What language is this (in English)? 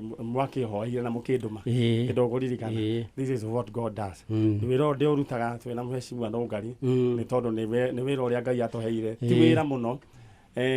Kikuyu